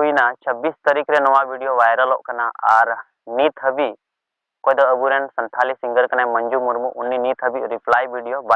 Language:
Santali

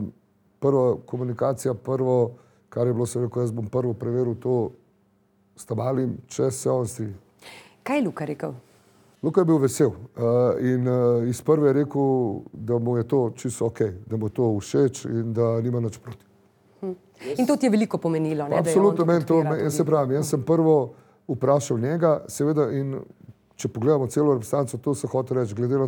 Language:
Slovenian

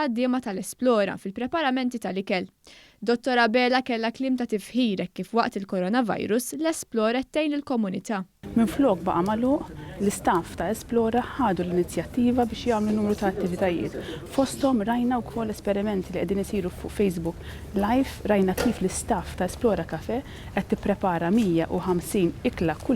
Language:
Maltese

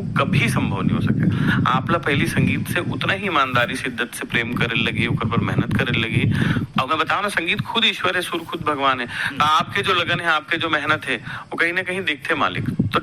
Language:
Chhattisgarhi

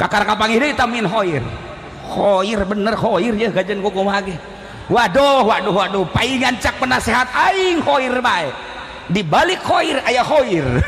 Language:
Sundanese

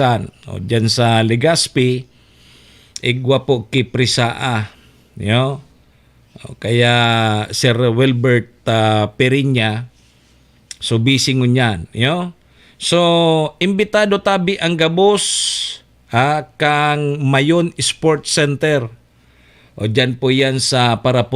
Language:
Bikol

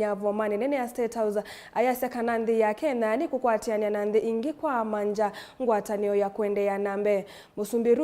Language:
Kamba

